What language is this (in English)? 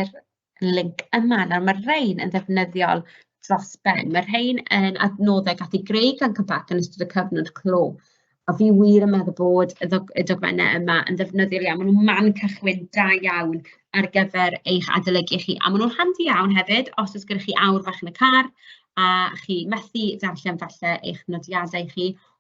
Welsh